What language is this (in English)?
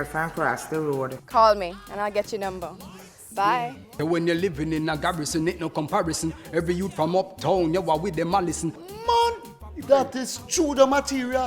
Jamaican Creole English